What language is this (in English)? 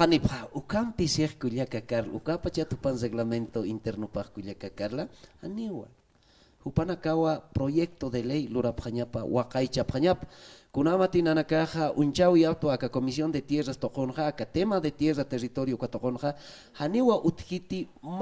Aymara